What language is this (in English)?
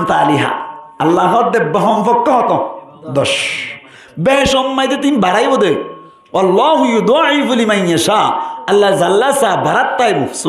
Rohingya